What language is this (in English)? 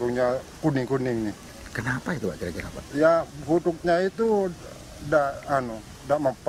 Indonesian